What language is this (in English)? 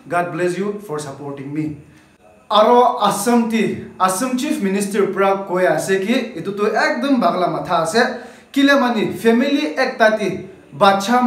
Naga Pidgin